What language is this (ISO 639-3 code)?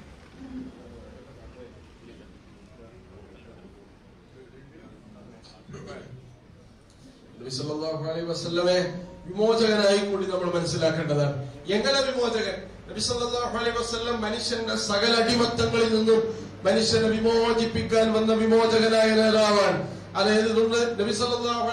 mal